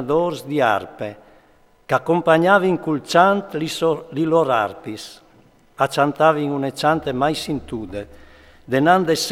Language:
Friulian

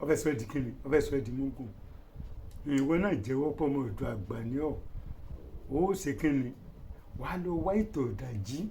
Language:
Yoruba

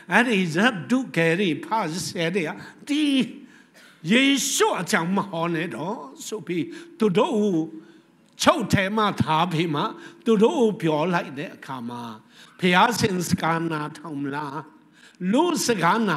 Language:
Burmese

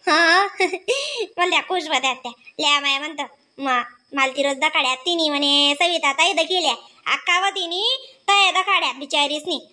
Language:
Khandesi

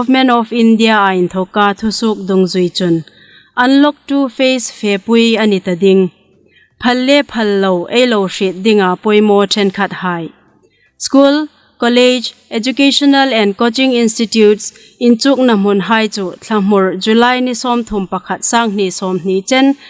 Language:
Hmar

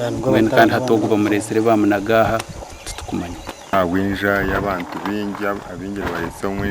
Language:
Nyankole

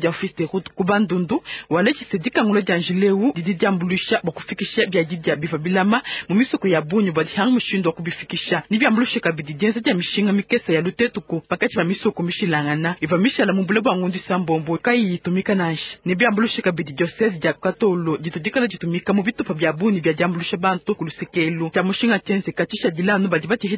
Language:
Luba-Lulua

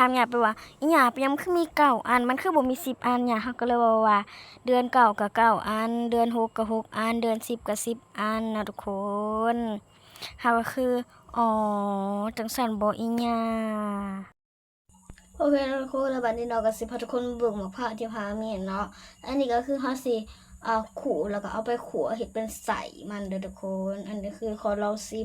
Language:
Lao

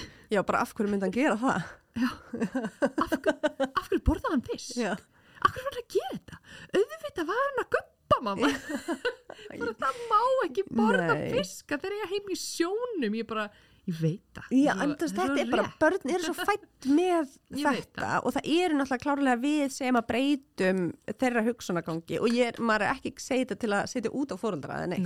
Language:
Icelandic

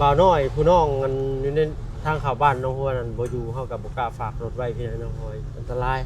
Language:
Lao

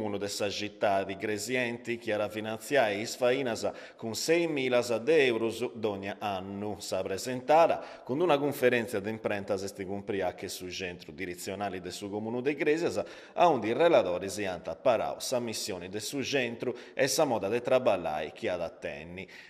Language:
Sardinian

